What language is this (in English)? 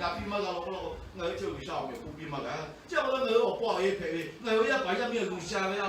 Lahu